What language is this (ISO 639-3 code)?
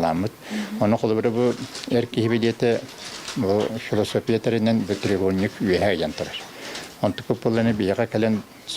sah